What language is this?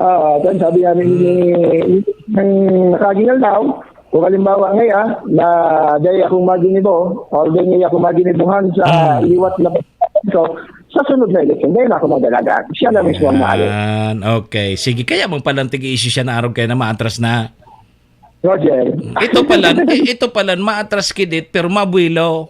Bikol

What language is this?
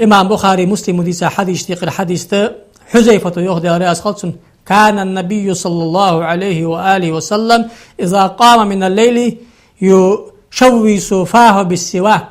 Ingush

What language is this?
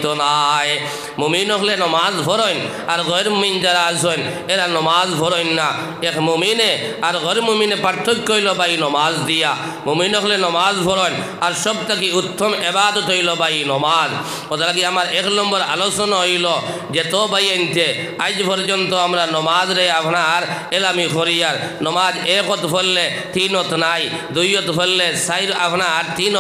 Sylheti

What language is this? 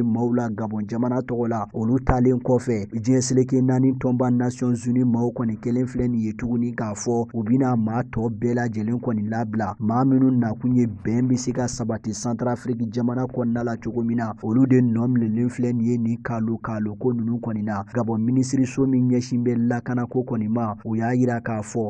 Bambara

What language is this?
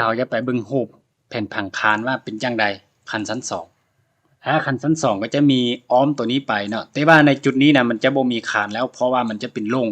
Lao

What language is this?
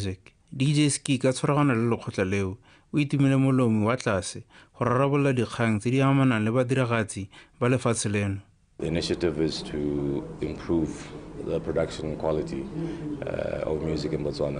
Tswana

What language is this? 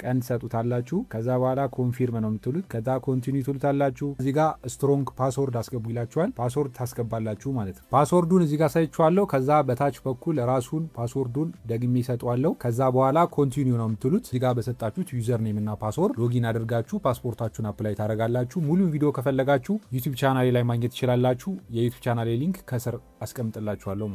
Amharic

